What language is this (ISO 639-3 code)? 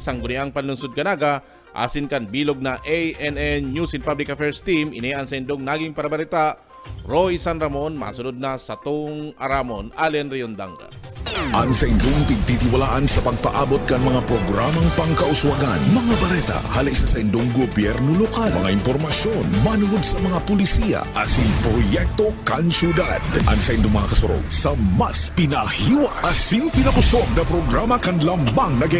bik